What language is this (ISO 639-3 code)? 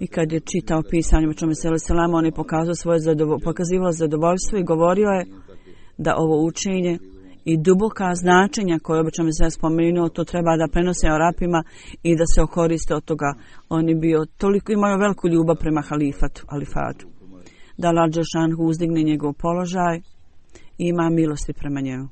hrv